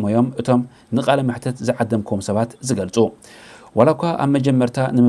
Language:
Tigrinya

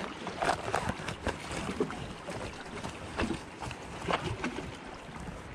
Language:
Turkish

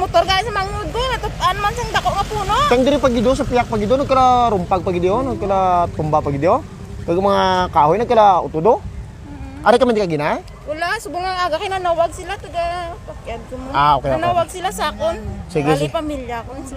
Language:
Hiligaynon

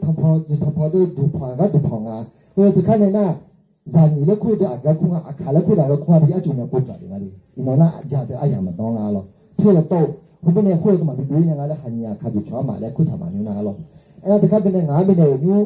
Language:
Akha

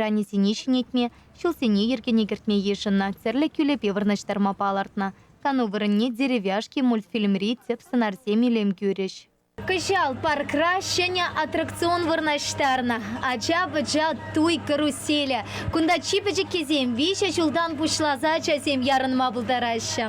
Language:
Chuvash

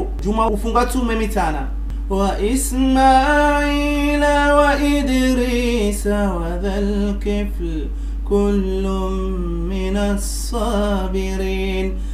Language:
Ngazidja Comorian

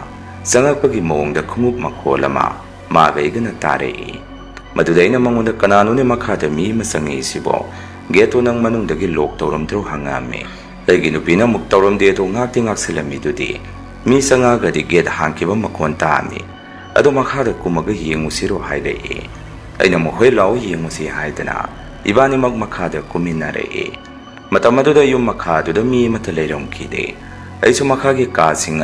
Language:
Manipuri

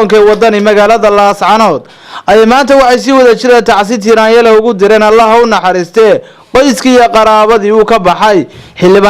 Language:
Somali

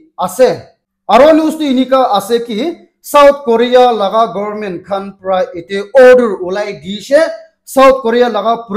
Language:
Naga Pidgin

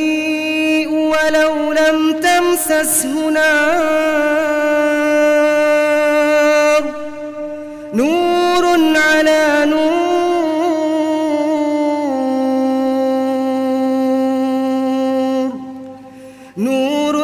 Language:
Arabic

